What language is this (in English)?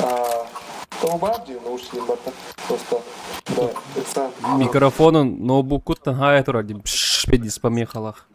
Yakut